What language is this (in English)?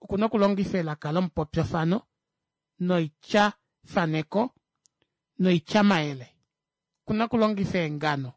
Kuanyama